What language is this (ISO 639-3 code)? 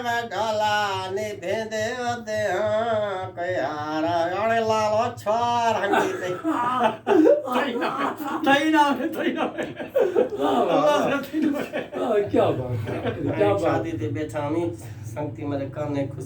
skr